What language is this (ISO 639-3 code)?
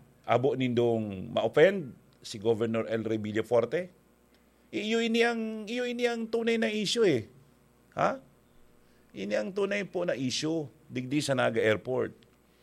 bik